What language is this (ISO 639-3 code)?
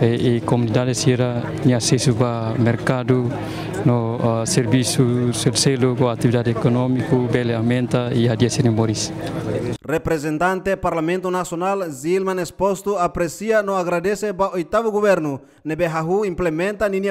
tet